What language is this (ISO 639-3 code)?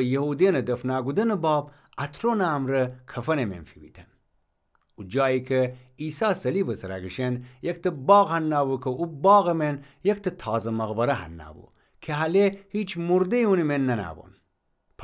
glk